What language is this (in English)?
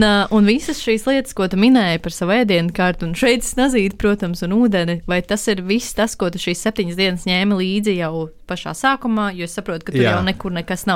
Latvian